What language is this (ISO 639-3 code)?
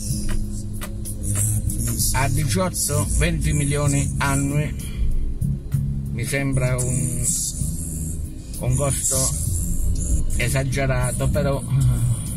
ita